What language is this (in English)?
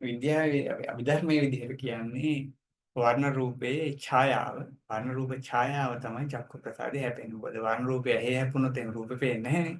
Sinhala